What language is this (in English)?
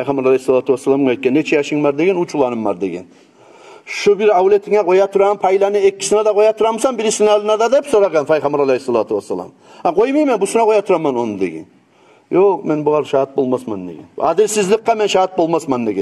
Kumyk